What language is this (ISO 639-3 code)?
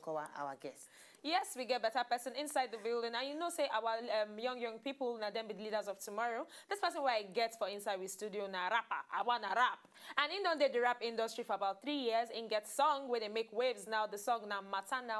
pcm